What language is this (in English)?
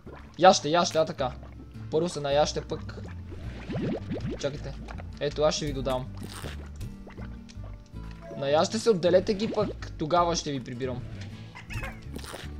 Bulgarian